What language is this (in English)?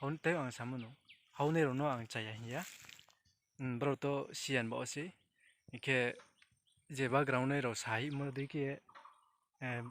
Riang (India)